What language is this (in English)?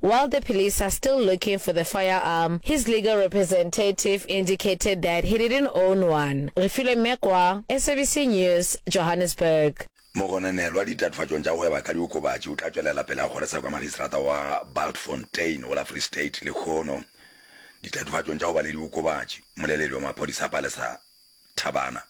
Northern Sotho